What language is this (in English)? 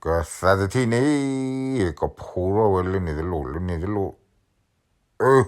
S'gaw Karen